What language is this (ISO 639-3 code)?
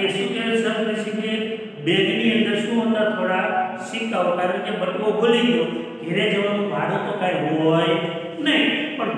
guj